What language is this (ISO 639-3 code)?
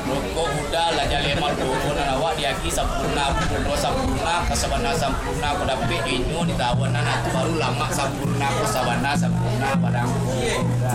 min